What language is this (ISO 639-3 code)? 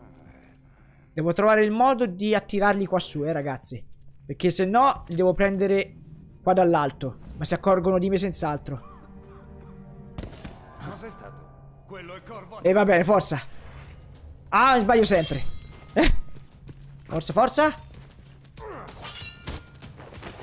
ita